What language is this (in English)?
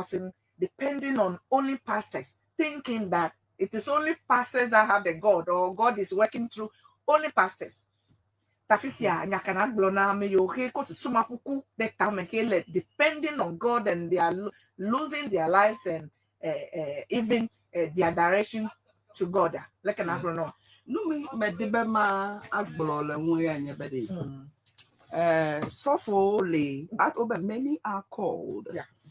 Ewe